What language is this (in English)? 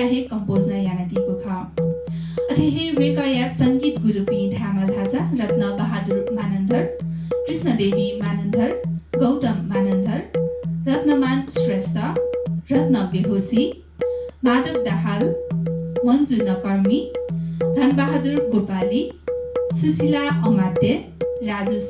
Newari